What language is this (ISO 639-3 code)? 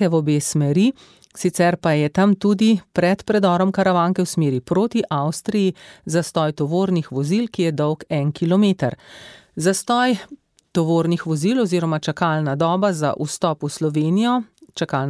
slv